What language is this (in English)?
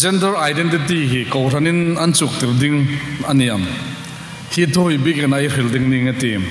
Hmar